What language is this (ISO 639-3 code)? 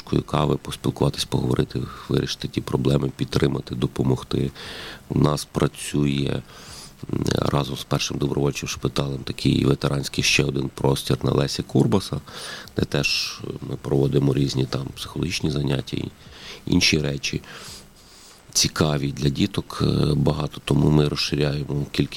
ukr